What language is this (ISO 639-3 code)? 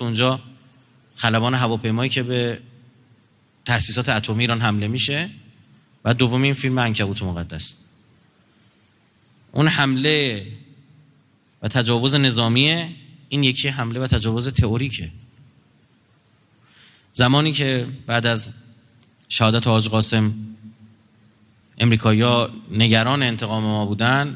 fas